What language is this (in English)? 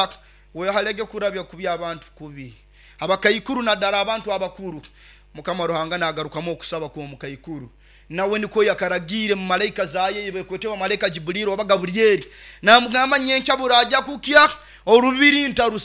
Nyoro